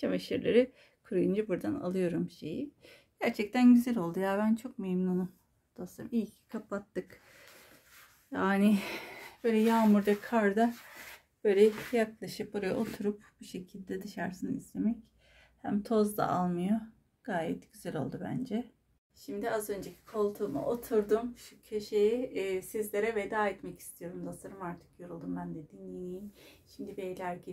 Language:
Turkish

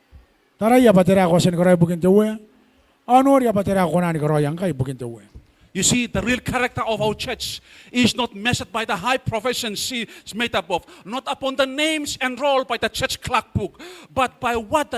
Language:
Gilbertese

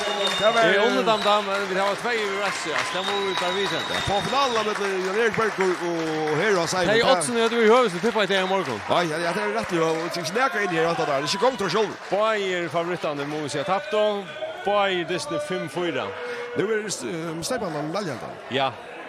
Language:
Faroese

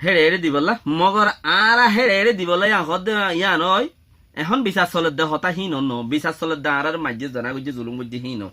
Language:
Rohingya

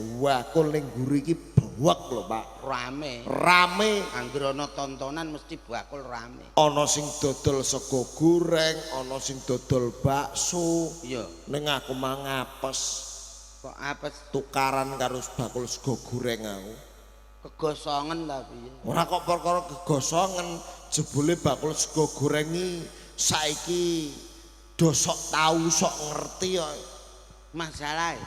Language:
Javanese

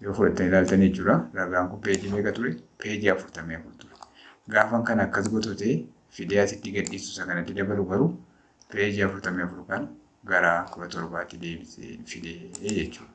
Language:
Oromo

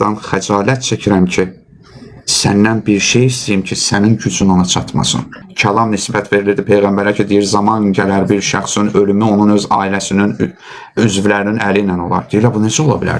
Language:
Azerbaijani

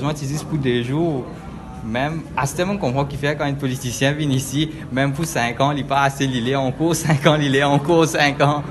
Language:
Morisyen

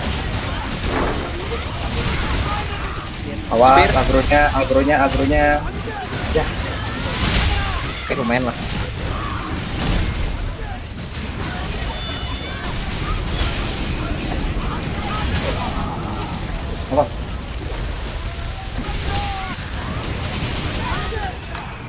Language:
Indonesian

